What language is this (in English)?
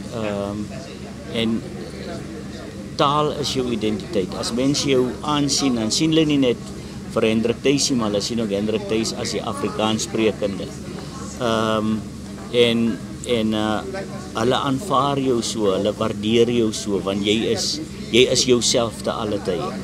Afrikaans